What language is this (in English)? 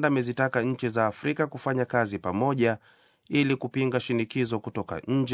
Swahili